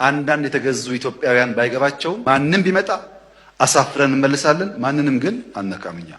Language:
Amharic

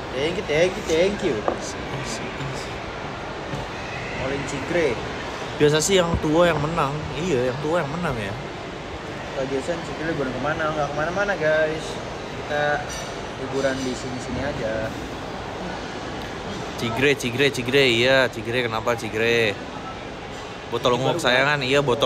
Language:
Indonesian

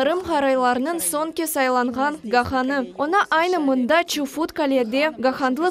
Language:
Crimean Tatar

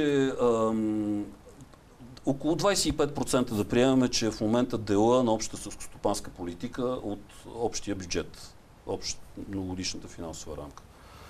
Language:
Bulgarian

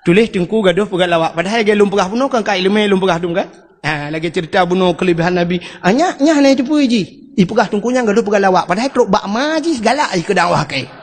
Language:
Achinese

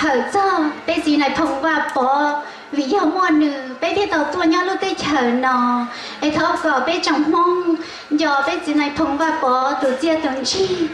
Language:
Hmong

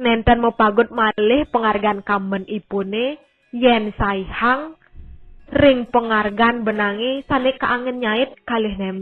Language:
Balinese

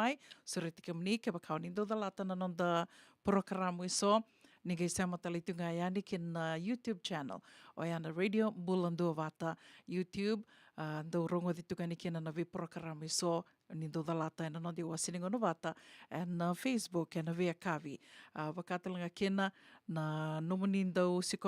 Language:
Fijian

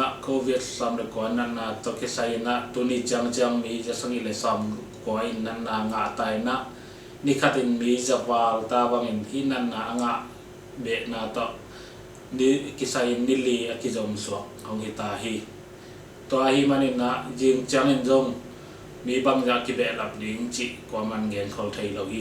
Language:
Tedim Chin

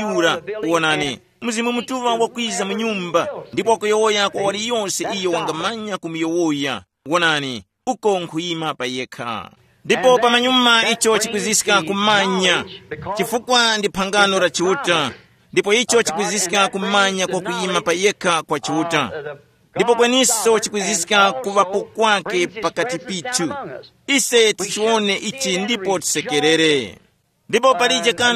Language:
Tumbuka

